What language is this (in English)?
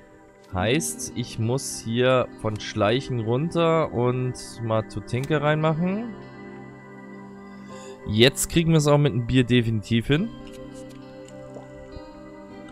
German